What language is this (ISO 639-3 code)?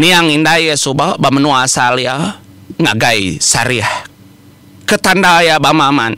iba